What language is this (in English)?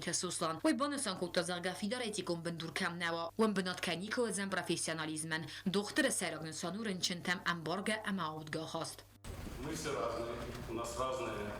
Ossetic